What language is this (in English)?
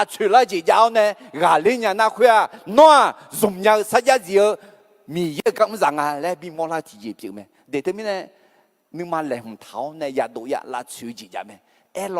Akha